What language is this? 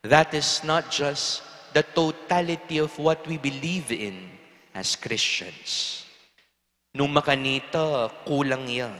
Pampanga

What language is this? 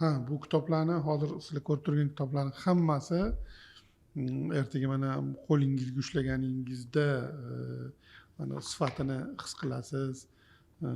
Uzbek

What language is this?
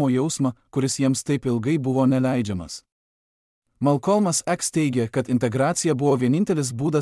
Lithuanian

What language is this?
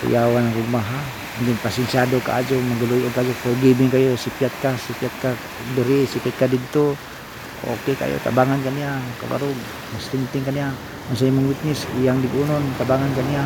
Cebuano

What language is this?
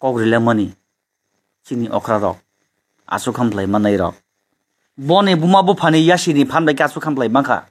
Kok Borok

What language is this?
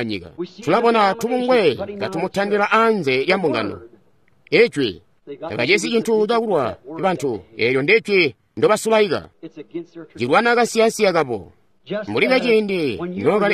Tonga (Zambia)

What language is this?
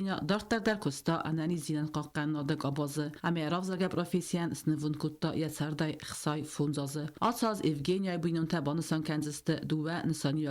Ossetic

